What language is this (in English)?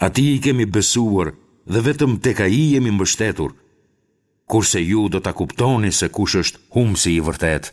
Albanian